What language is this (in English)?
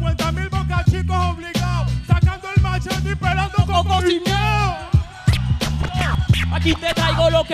Spanish